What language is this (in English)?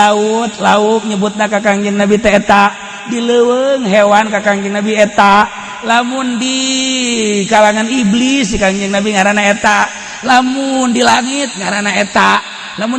Sundanese